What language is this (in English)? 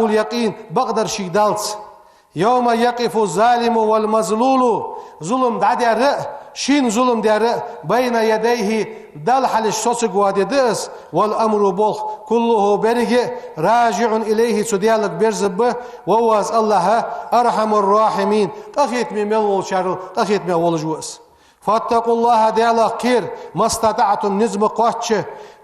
Ingush